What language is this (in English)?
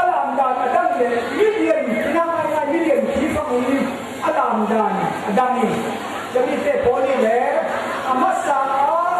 Falam Chin